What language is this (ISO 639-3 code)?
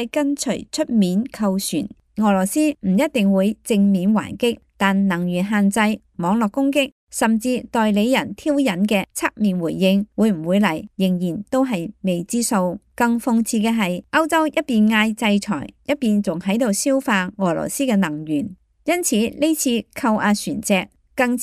yue